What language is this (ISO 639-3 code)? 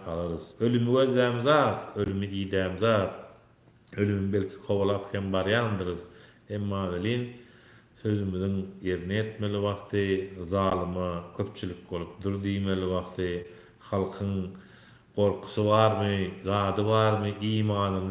tuk